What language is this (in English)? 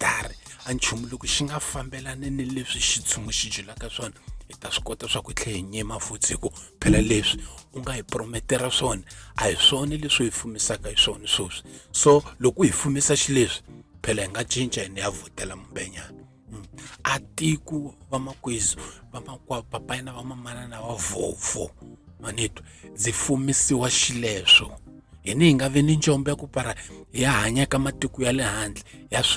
Tsonga